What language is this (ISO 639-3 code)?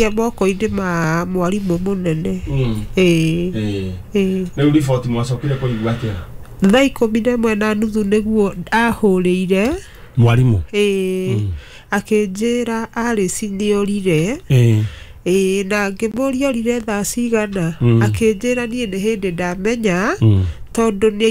kik